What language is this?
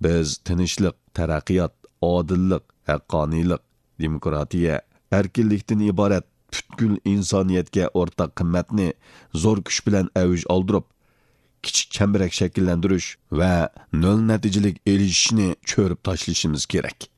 Uyghur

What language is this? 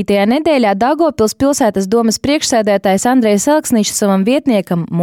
Latvian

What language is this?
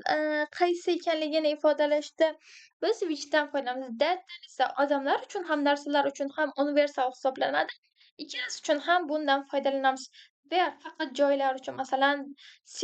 Uzbek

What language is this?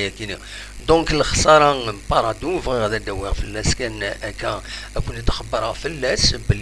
Kabyle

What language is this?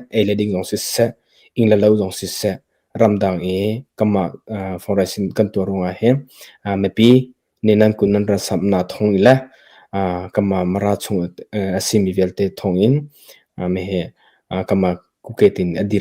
Hakha Chin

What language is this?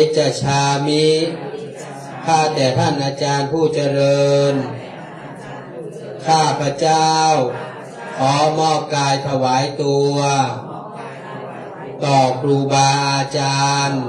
Thai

